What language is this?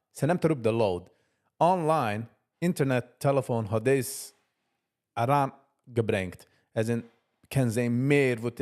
Yiddish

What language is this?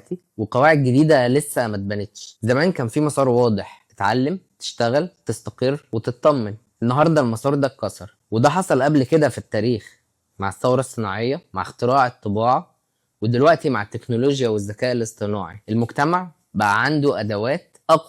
Egyptian Arabic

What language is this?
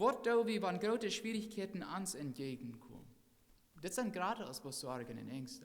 Plautdietsch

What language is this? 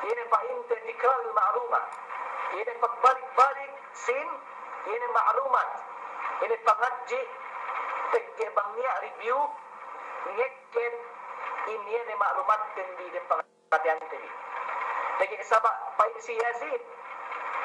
Yakan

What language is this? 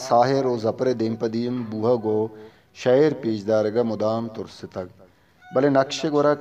Eastern Balochi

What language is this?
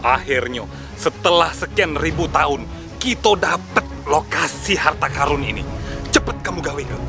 Musi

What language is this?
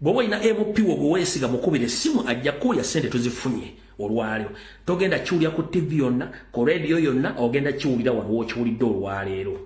Ganda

